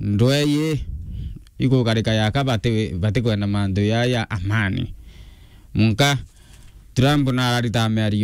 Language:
Meru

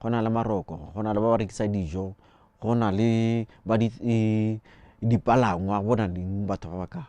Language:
Tswana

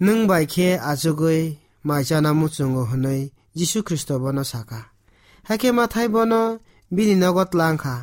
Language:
Kok Borok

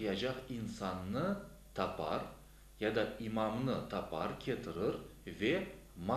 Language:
Crimean Tatar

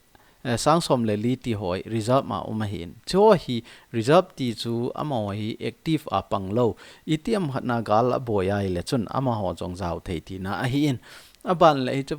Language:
Thado Chin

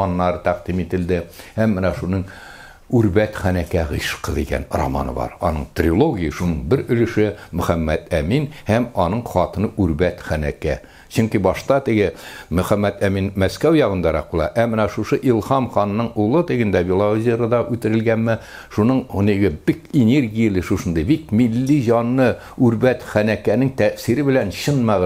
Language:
Tatar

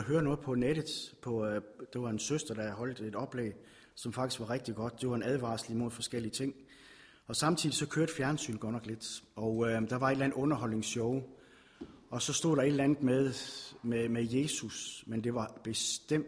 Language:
Danish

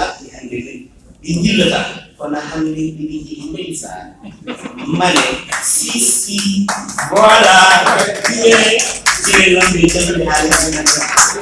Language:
Fula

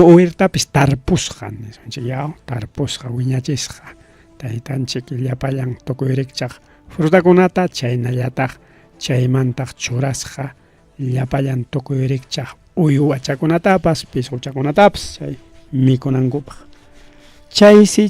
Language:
Ayacucho Quechua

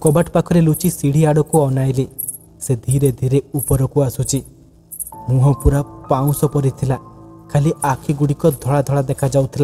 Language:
Odia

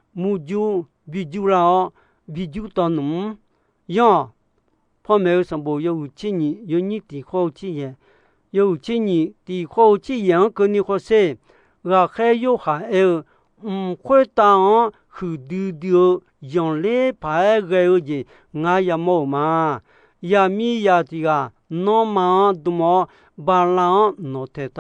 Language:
Akha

